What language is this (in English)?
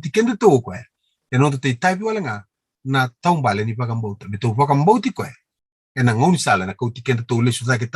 Fijian